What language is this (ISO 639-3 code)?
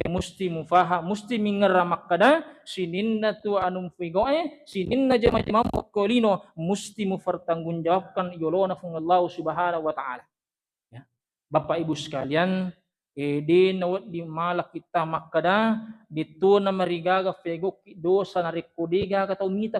bug